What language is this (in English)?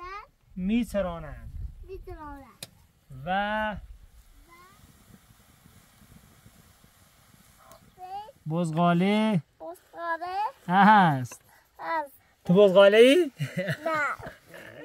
Persian